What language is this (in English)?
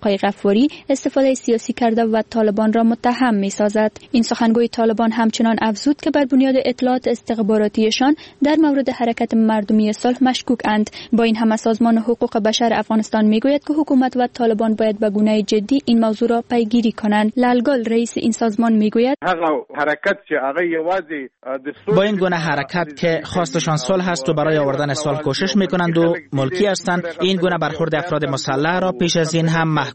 Persian